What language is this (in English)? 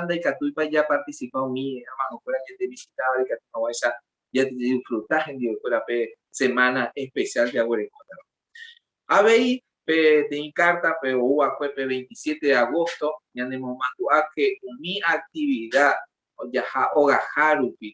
Guarani